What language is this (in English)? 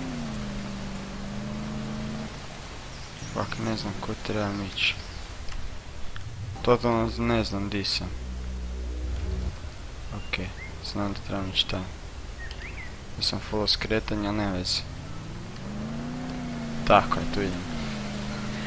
Croatian